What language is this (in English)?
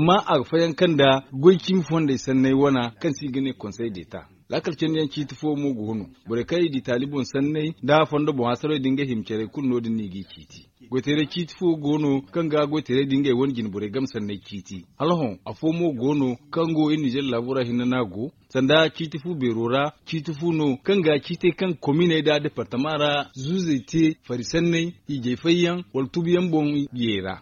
Zarma